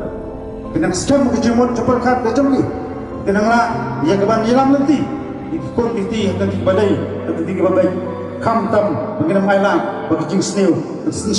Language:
Khasi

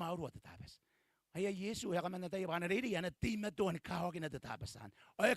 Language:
Gilbertese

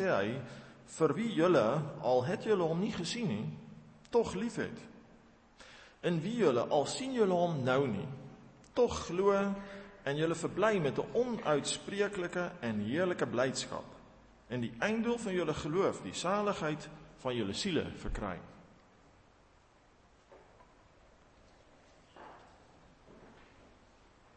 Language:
Afrikaans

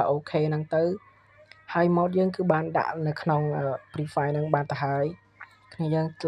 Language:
Khmer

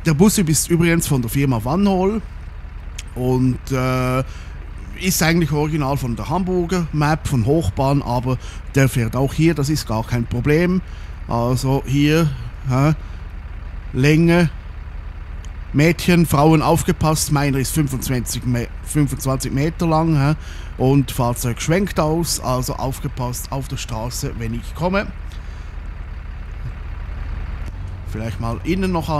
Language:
German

